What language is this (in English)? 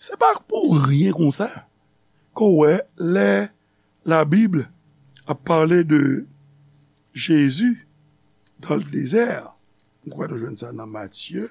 Haitian Creole